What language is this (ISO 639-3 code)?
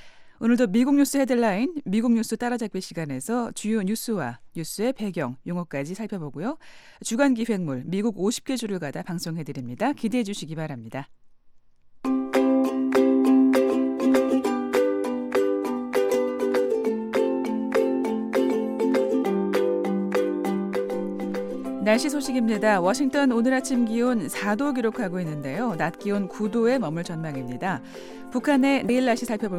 kor